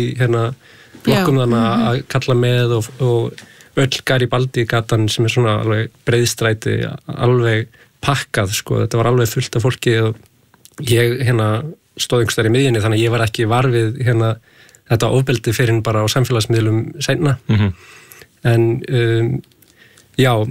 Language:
Icelandic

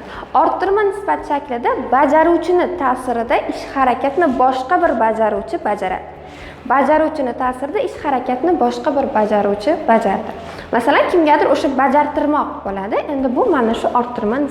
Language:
Uzbek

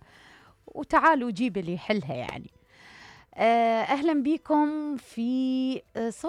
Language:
Mesopotamian Arabic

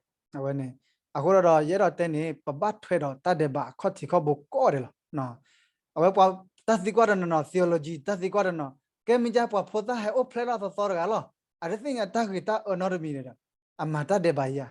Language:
S'gaw Karen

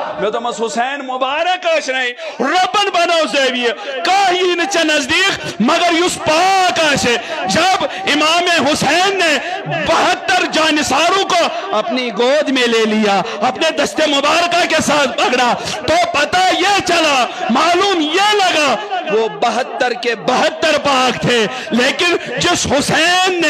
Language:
Kashmiri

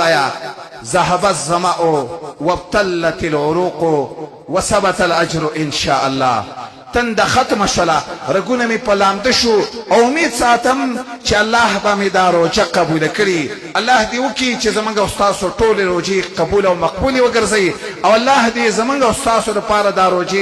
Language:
Pashto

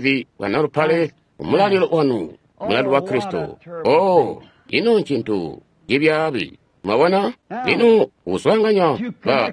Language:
Tonga (Zambia)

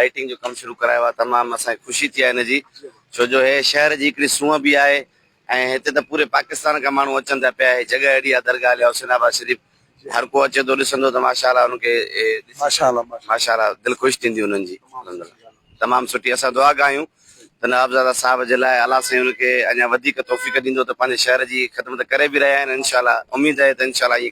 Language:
Sindhi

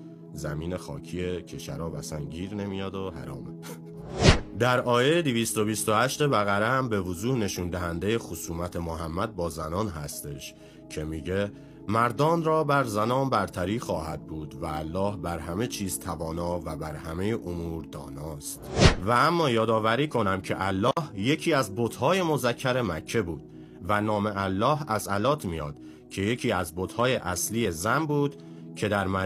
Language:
Persian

